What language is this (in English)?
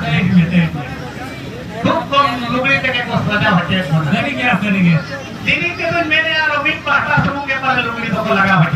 Santali